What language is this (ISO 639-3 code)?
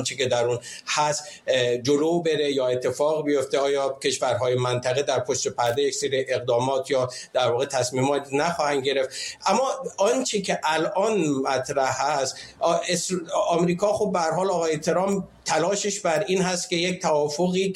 fas